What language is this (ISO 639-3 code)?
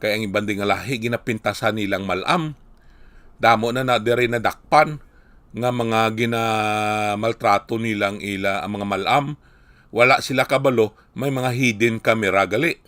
hil